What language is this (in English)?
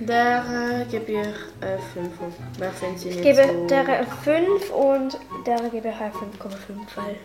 Swiss German